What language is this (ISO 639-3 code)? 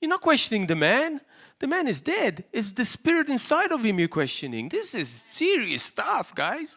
eng